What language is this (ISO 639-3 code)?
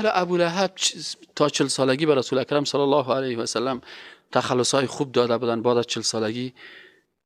fas